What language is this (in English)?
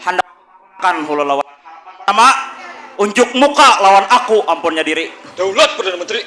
Banjar